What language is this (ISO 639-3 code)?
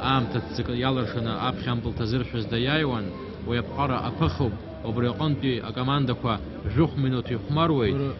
abk